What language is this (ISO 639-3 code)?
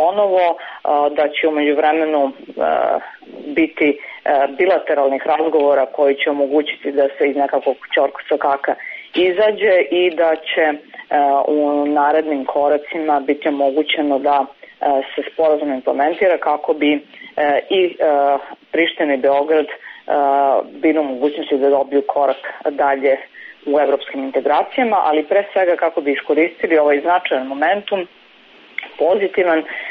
srp